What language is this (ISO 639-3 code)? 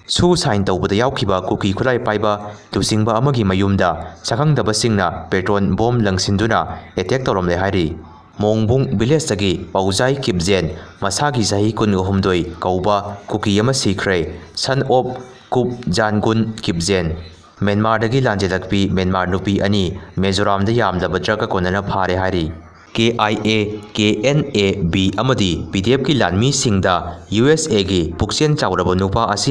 mni